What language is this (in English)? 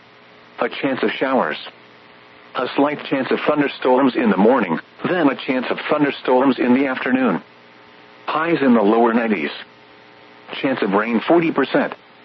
English